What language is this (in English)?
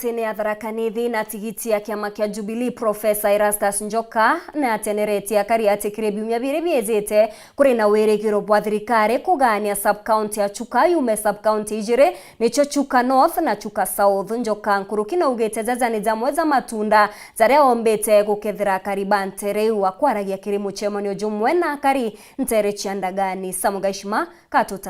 Meru